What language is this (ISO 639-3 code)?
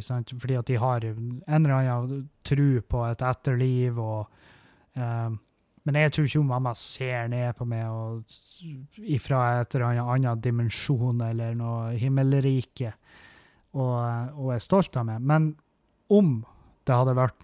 nor